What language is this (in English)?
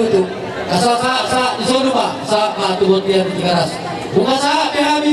Batak Toba